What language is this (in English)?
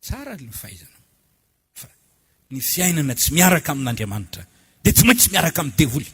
Malagasy